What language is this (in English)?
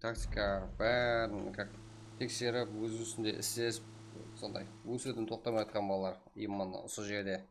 Kara-Kalpak